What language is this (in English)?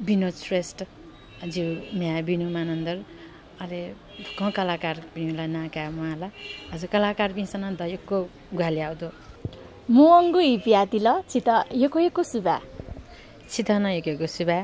Newari